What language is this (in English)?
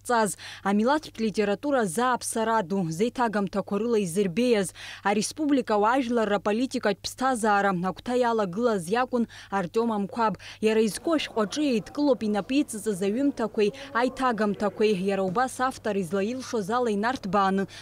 Abkhazian